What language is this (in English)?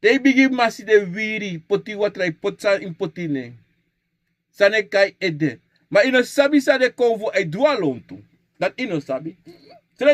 Sranan Tongo